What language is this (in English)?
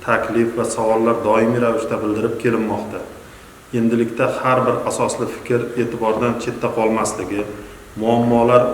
Uzbek